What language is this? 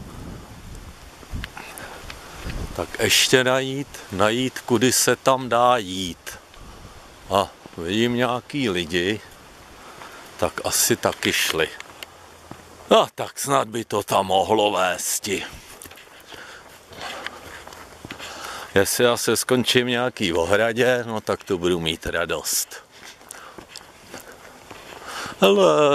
Czech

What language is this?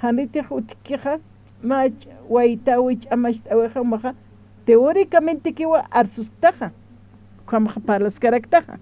Aymara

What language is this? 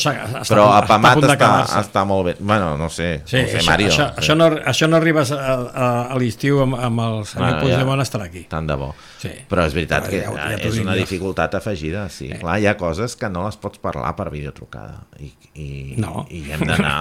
Catalan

